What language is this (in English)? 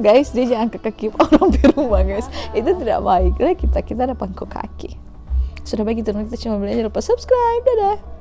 Manado Malay